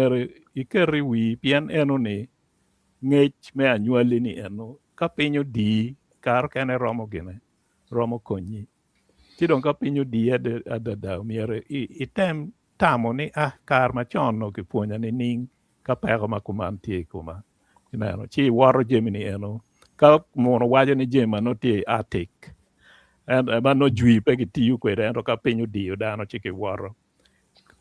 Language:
Acoli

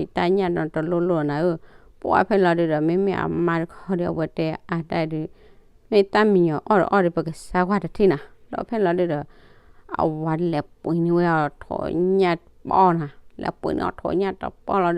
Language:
S'gaw Karen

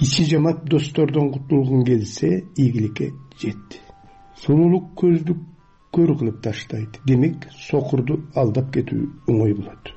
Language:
Kyrgyz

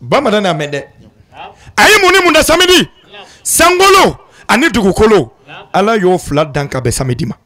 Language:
Bambara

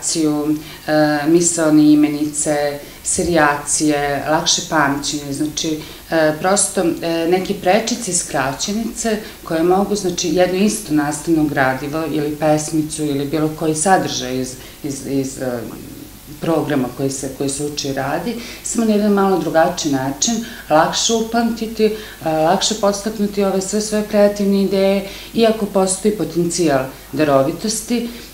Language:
Serbian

